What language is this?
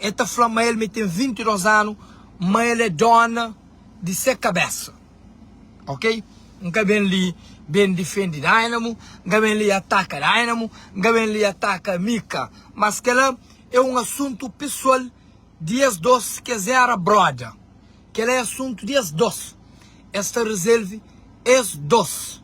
Kabuverdianu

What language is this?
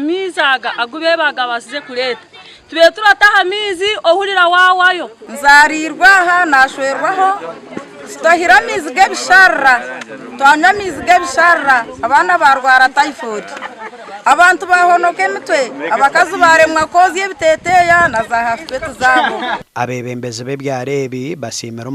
Nyankole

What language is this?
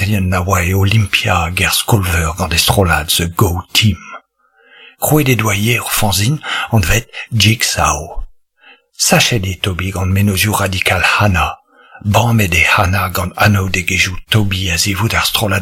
Breton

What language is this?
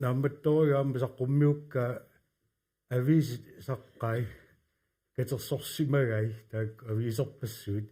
Kalaallisut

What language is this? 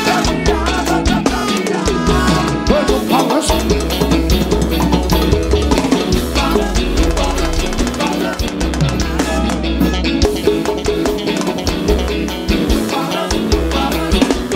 Portuguese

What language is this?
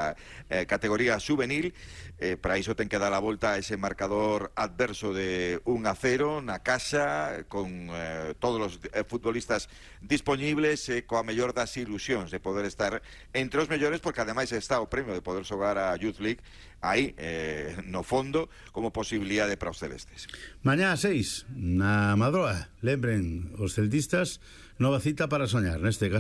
Galician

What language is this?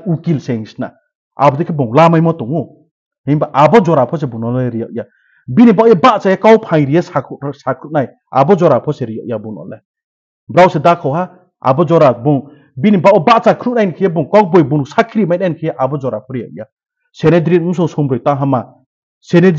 Riang (India)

